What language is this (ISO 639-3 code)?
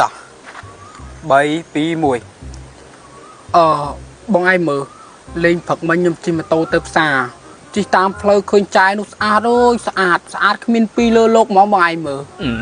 khm